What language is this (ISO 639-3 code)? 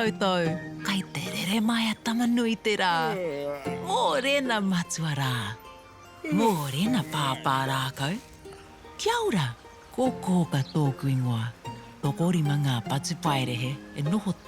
mri